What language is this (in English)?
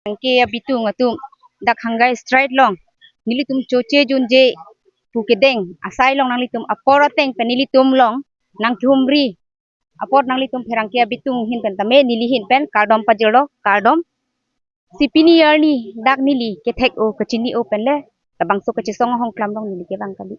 Karbi